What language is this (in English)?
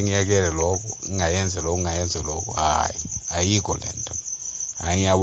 South Ndebele